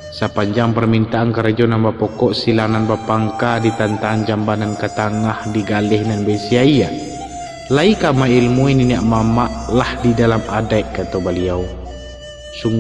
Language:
Minangkabau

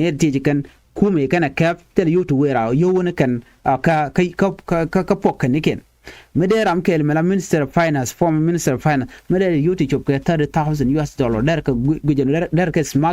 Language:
Nuer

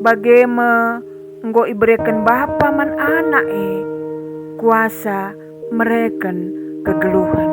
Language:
Batak Karo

